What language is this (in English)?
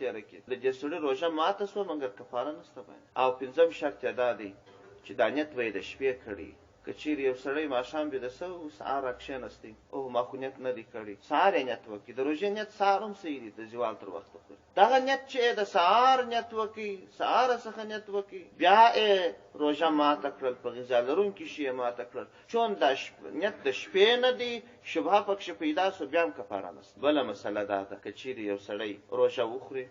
Pashto